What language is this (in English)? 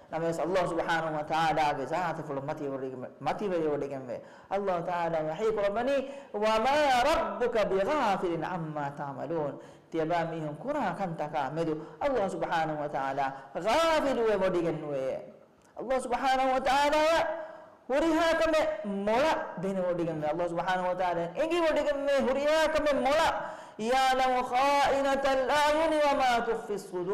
Divehi